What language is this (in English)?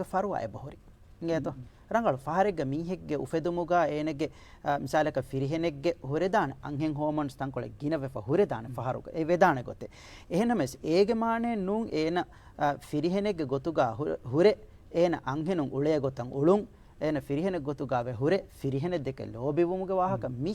Divehi